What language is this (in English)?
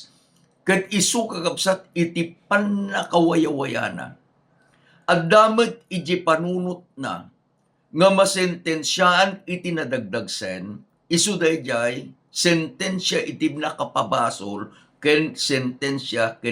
Iloko